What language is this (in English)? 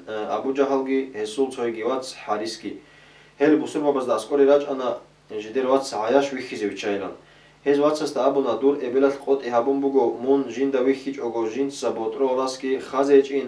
Avaric